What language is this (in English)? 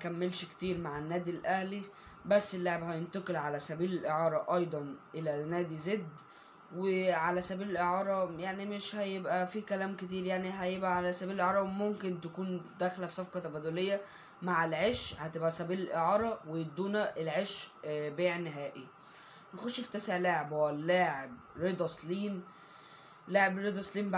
Egyptian Arabic